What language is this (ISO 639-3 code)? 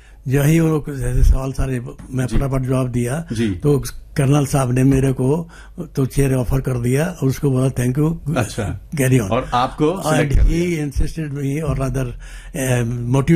hin